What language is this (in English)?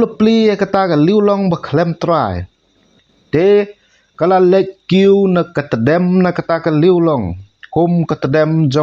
Khasi